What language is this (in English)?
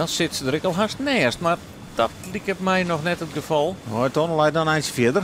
Western Frisian